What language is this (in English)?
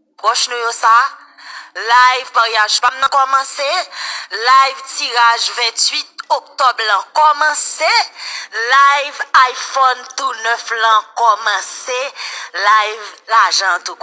Haitian Creole